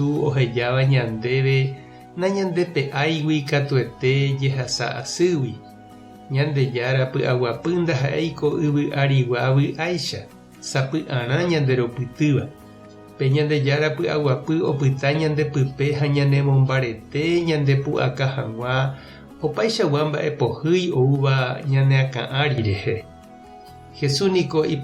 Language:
Guarani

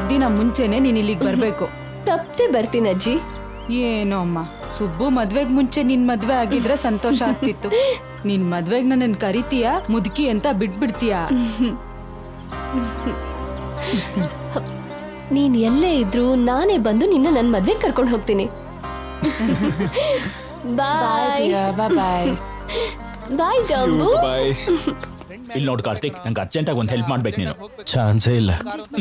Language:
Kannada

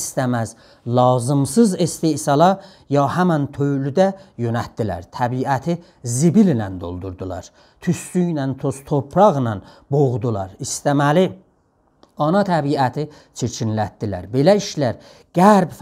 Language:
South Azerbaijani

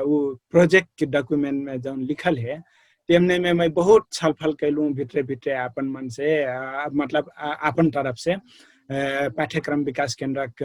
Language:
Dangaura Tharu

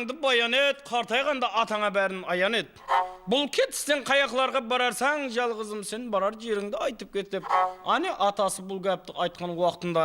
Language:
Kara-Kalpak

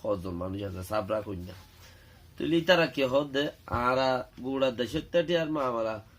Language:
Rohingya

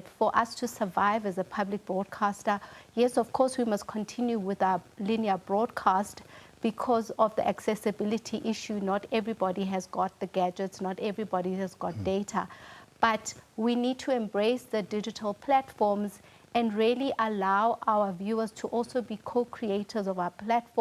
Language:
Northern Sotho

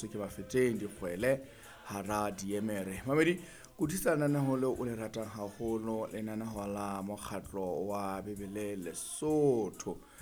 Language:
Southern Sotho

